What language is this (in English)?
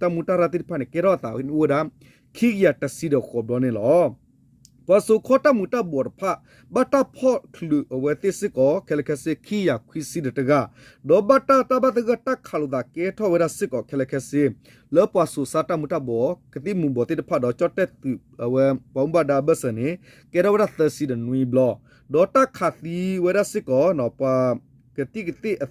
S'gaw Karen